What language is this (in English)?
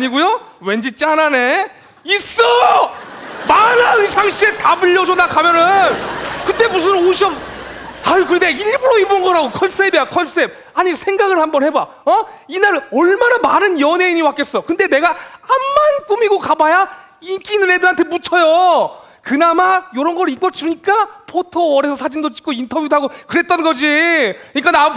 Korean